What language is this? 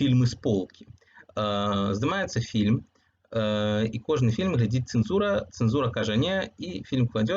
Belarusian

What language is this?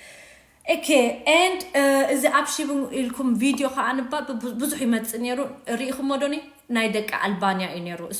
Tigrinya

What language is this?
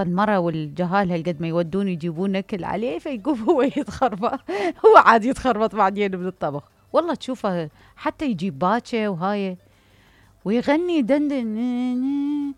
Mesopotamian Arabic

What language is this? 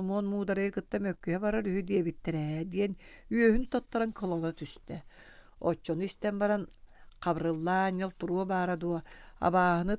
Yakut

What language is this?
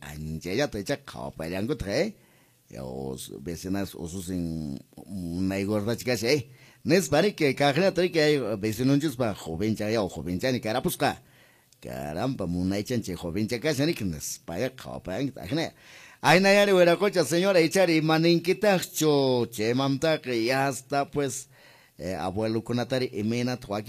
Quechua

